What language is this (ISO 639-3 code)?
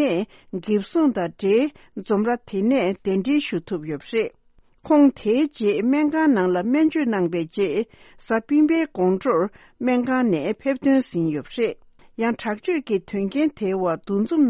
bod